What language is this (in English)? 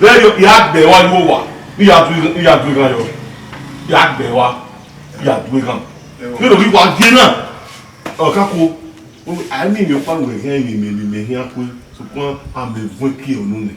Bini